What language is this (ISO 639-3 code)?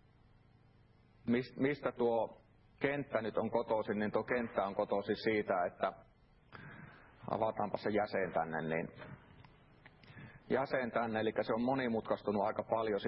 fin